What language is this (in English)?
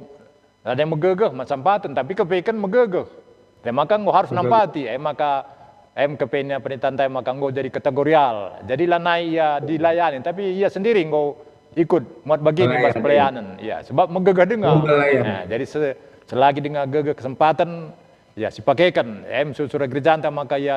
Batak Karo